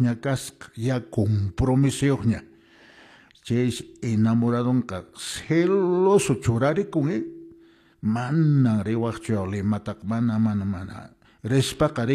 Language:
Quechua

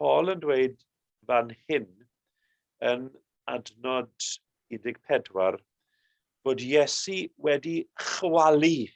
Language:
Welsh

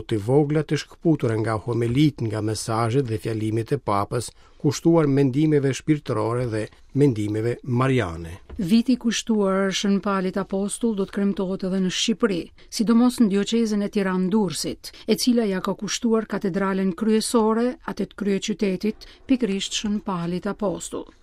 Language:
Albanian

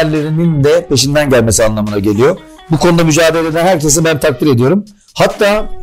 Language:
Turkish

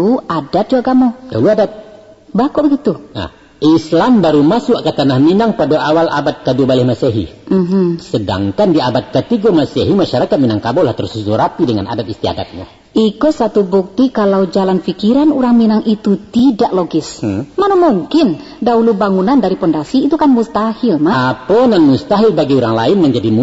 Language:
Minangkabau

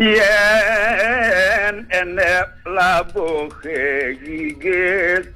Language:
Balinese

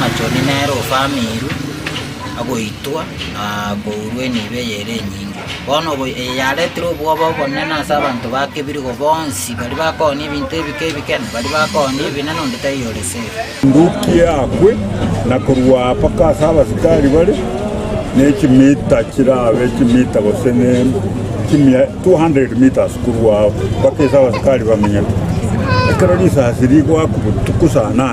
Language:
Gusii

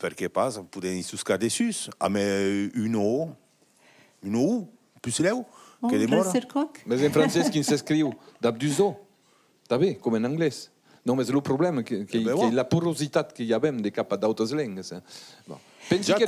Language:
Occitan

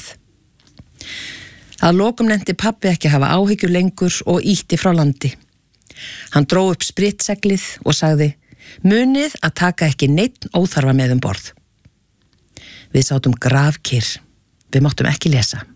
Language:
Icelandic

